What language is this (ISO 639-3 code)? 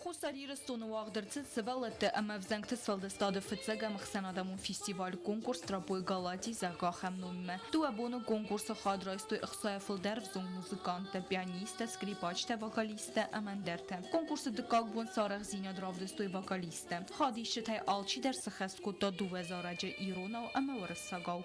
oss